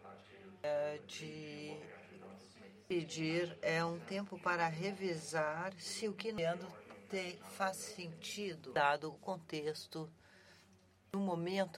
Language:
Portuguese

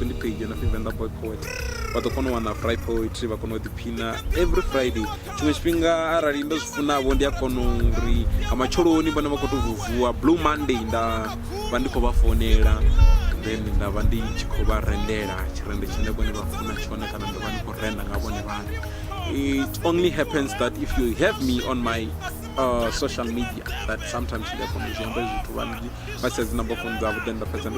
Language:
Venda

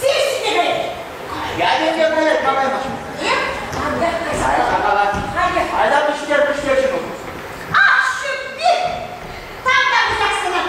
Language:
Chuvash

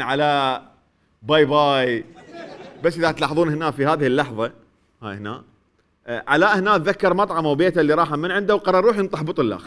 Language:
Mesopotamian Arabic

